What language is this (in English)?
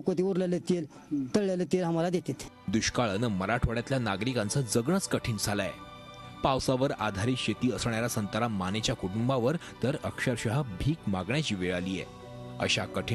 Marathi